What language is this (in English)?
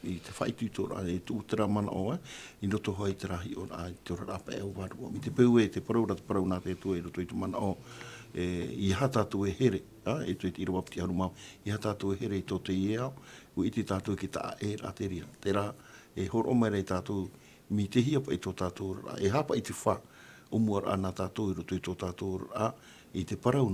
Tahitian